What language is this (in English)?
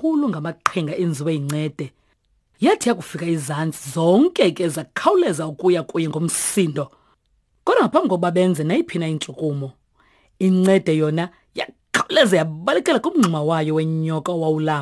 Xhosa